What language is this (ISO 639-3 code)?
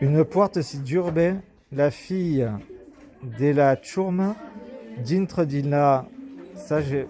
oci